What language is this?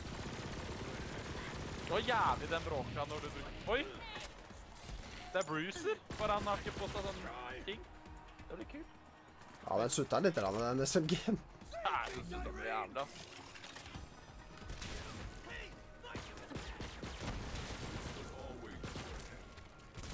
Norwegian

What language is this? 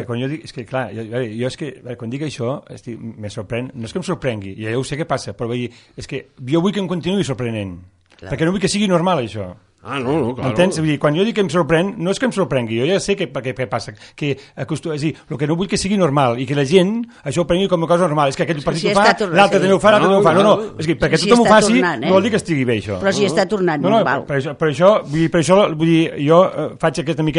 Catalan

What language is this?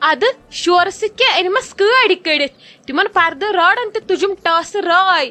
Kashmiri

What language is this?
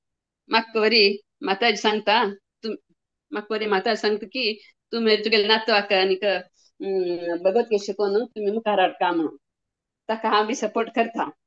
Konkani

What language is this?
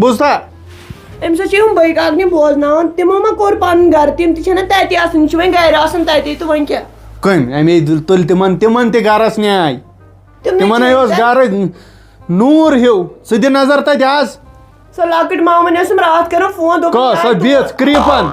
Kashmiri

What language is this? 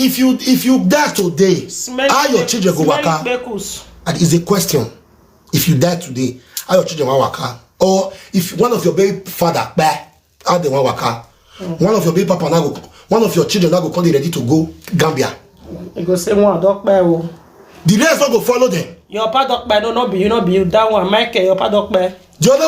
Nigerian Pidgin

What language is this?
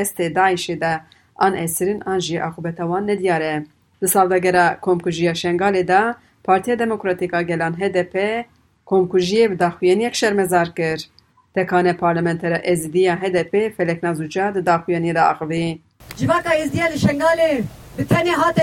Kurdish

